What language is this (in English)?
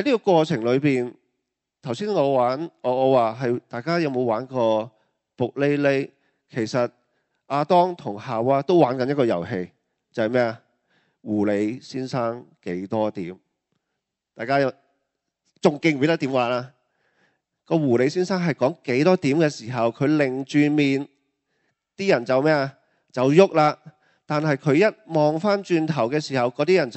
Cantonese